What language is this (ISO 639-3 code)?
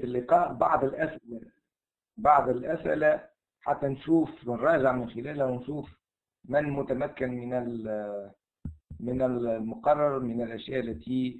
ara